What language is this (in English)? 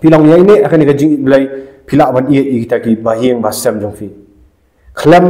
Khasi